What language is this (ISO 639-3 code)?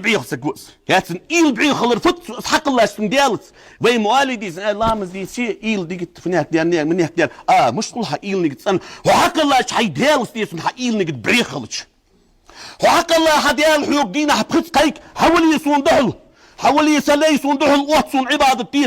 inh